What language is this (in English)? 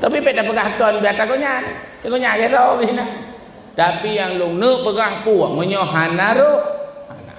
Achinese